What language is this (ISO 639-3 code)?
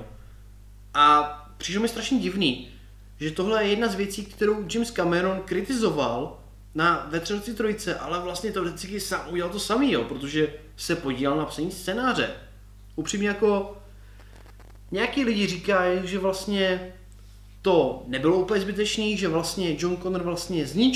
ces